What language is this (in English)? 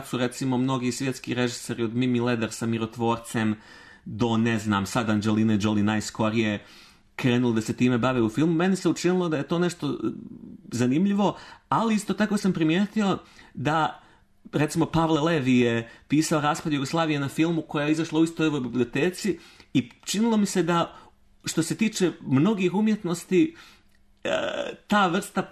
Croatian